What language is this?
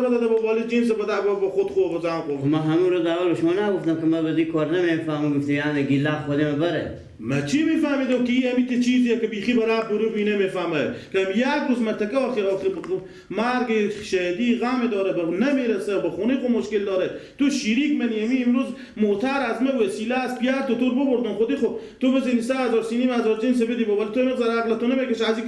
Persian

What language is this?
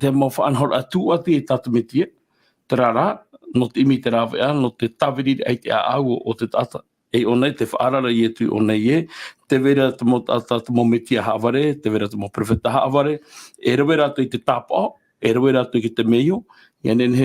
Tahitian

